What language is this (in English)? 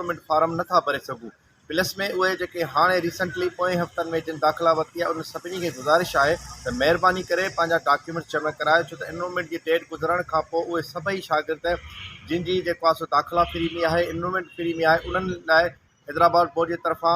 Sindhi